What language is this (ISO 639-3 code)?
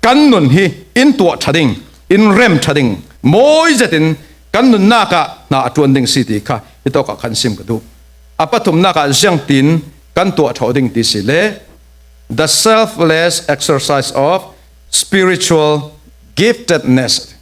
cfm